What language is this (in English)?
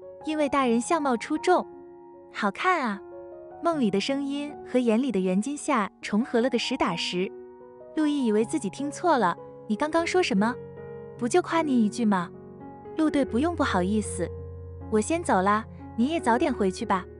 Chinese